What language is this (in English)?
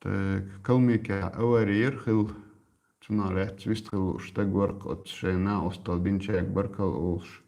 Chechen